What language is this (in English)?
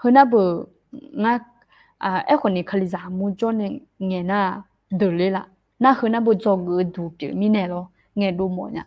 Akha